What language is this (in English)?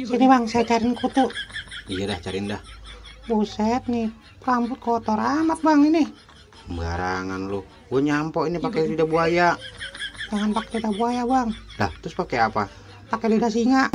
Betawi